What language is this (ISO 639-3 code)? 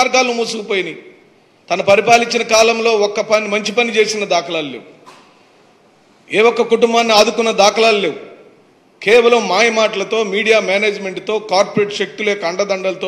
tel